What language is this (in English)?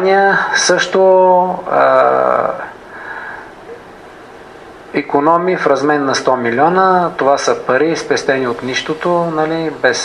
Bulgarian